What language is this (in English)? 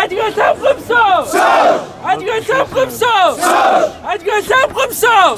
Kabardian